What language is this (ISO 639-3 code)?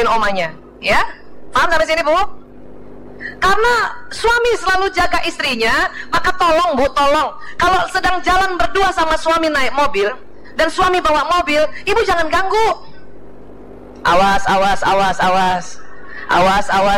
ind